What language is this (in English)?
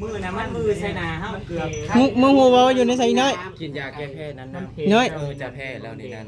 Northeastern Thai